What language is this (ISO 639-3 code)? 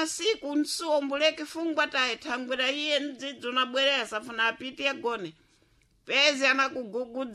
seh